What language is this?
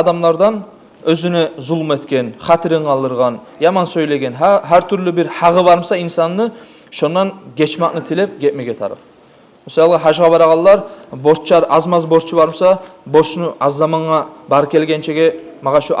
Kumyk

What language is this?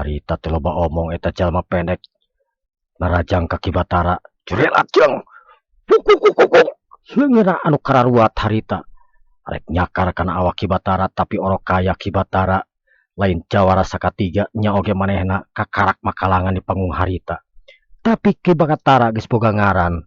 Sundanese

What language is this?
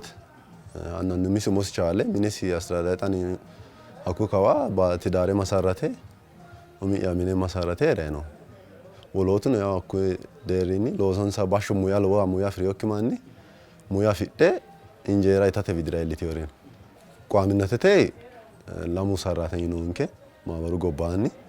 Sidamo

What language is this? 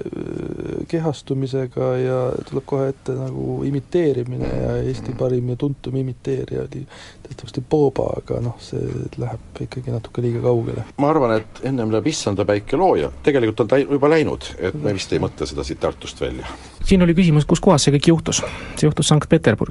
Estonian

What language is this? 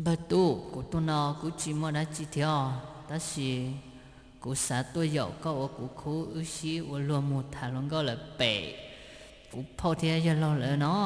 Hmong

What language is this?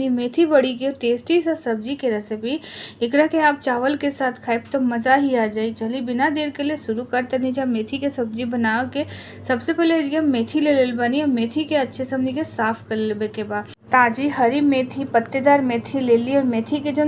Bhojpuri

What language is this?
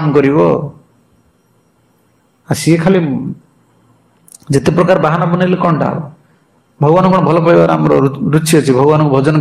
Odia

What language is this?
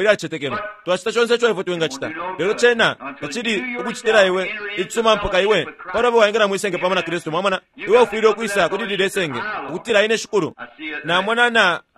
Bemba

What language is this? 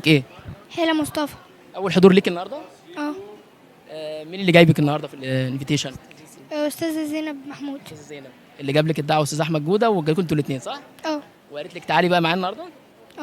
Egyptian Arabic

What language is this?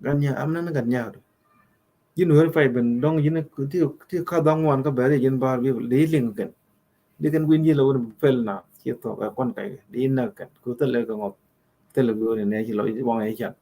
Nuer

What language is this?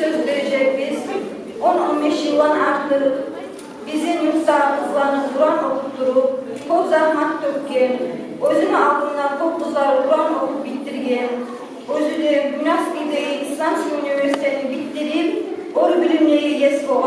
Kumyk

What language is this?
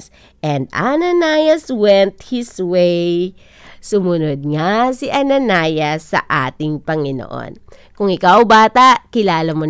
Filipino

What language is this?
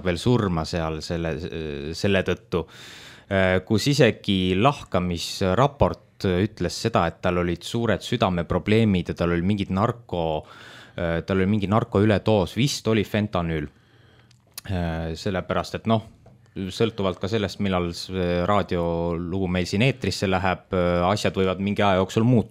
Estonian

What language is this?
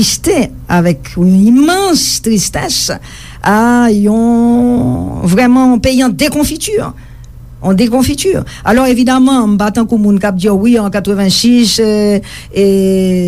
Haitian Creole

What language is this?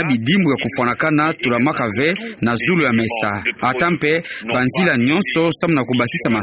Kituba (Democratic Republic of Congo)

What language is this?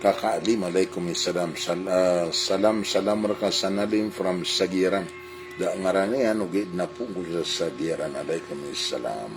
Maranao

